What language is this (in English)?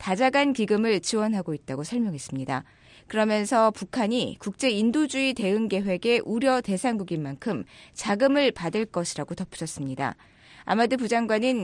Korean